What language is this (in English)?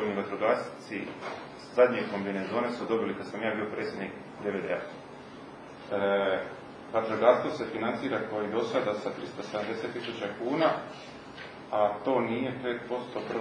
Croatian